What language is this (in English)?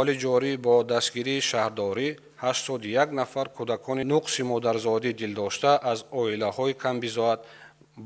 Tajik